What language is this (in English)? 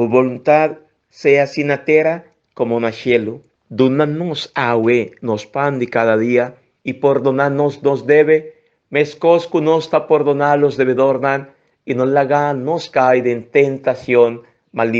Papiamento